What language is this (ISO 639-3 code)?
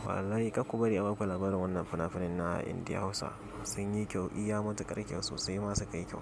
hau